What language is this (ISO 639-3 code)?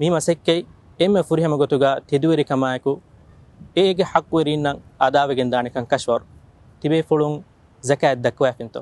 div